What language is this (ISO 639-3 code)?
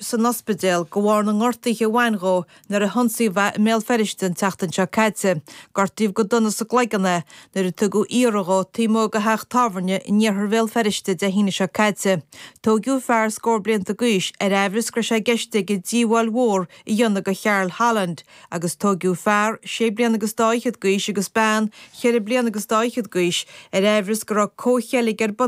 gle